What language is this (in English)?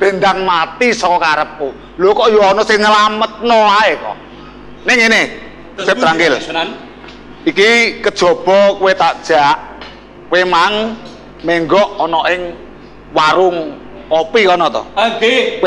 Javanese